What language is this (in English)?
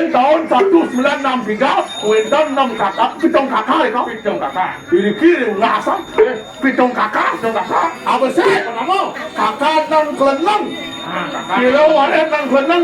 Balinese